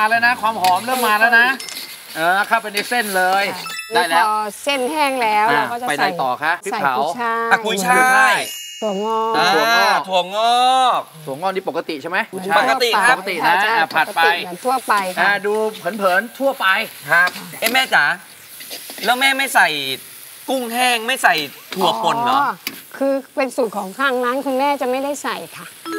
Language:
Thai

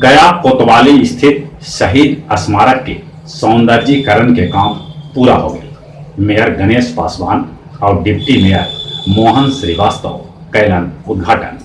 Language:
Magahi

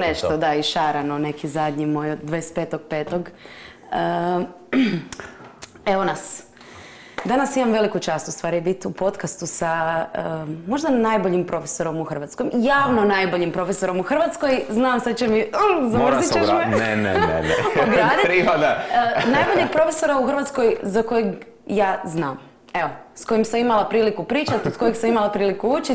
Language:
Croatian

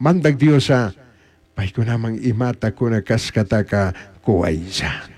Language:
Chimborazo Highland Quichua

